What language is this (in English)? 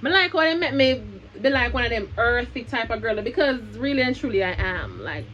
Jamaican Creole English